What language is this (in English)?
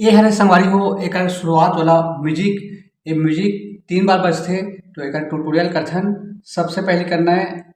Chhattisgarhi